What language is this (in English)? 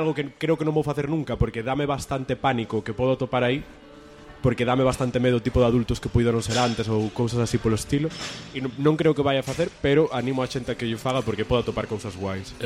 Galician